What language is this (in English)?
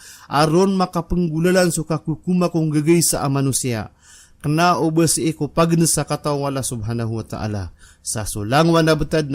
Maranao